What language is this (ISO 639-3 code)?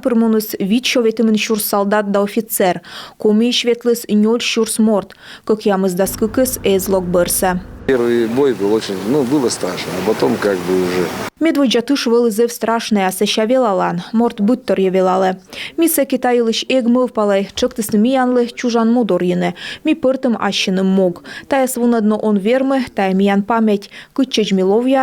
kom